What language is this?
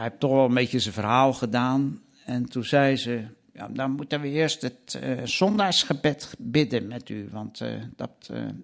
Dutch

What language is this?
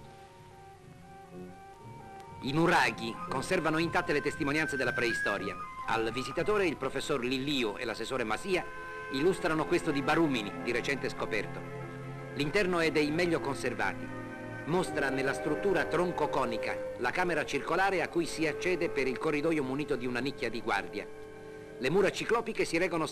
Italian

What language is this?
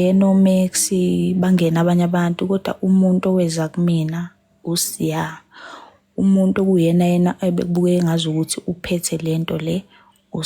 Zulu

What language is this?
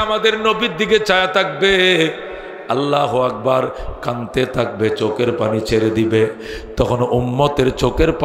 Bangla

